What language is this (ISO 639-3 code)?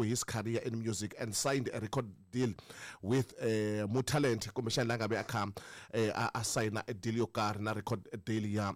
tso